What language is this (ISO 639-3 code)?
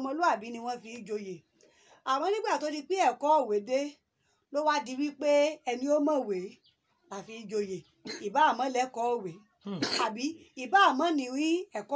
yor